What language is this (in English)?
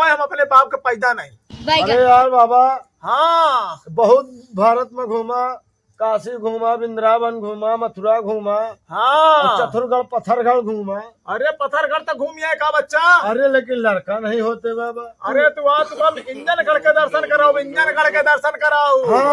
Awadhi